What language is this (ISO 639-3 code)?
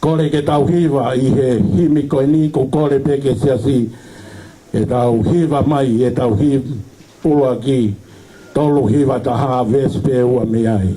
ton